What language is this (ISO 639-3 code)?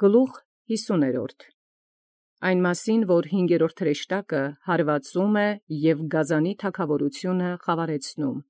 hye